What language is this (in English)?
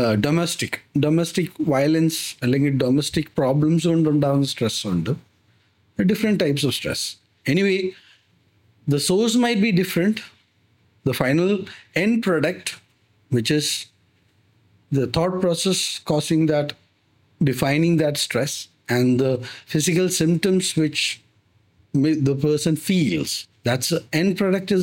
Malayalam